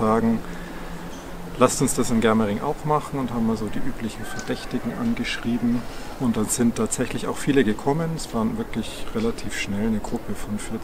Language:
German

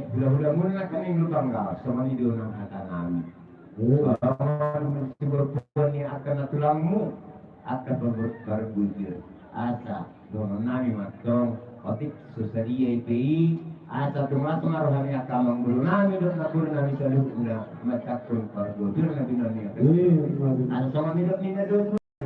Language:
Batak Toba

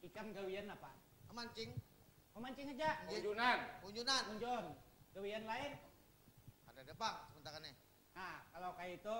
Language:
Banjar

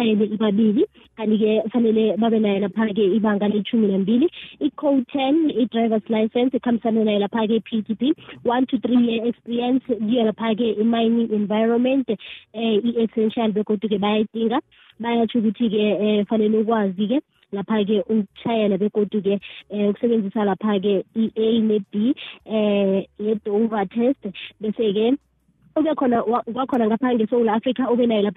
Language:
South Ndebele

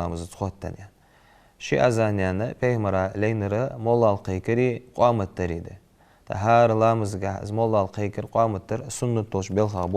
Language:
Ingush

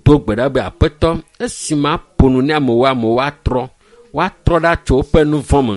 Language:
Ewe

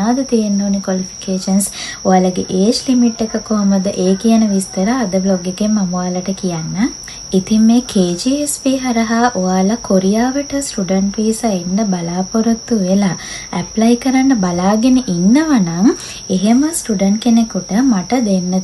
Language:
Sinhala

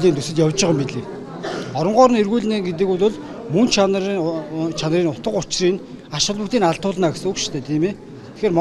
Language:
Mongolian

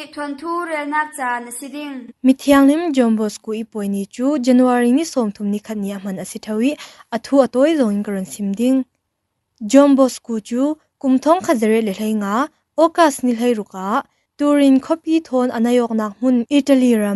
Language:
Falam Chin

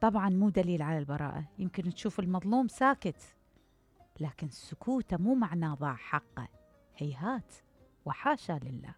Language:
Mesopotamian Arabic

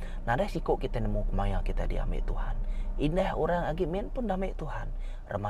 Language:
Iban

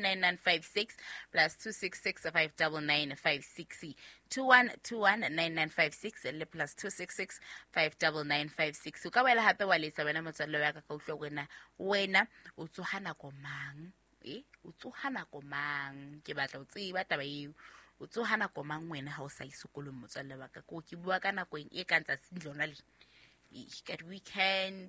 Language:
Southern Sotho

